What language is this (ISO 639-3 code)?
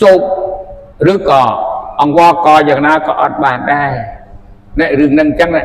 khm